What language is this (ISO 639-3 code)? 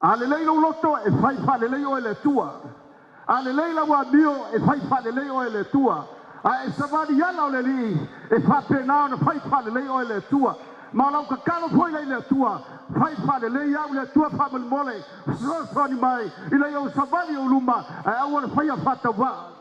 smo